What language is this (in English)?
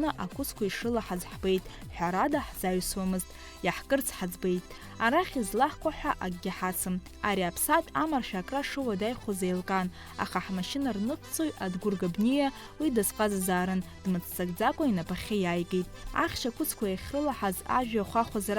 Abkhazian